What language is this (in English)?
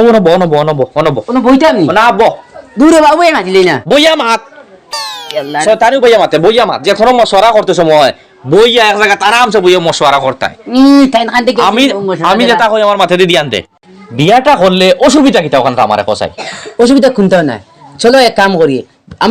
Sylheti